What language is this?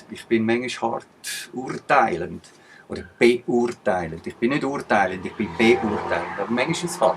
Swiss German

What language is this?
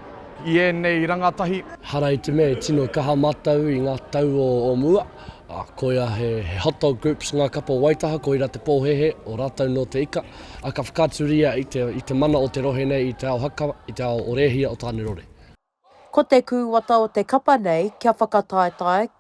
Māori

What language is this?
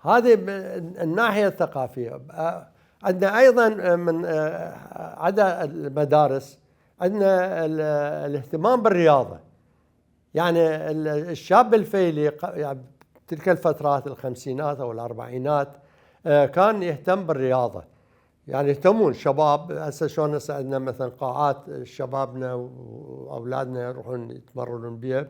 Mesopotamian Arabic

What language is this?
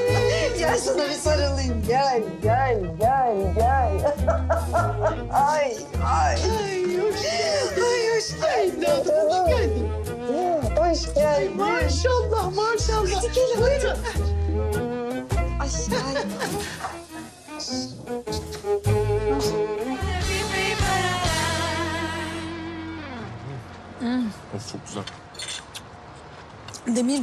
Turkish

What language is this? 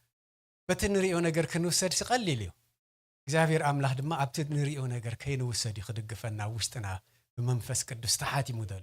Tigrinya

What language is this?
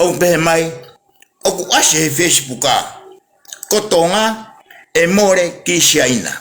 Tongan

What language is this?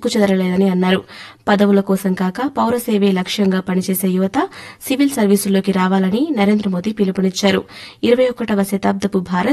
Telugu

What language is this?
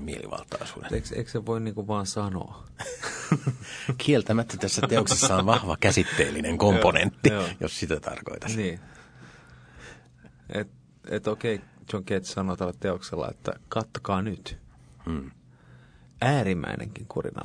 Finnish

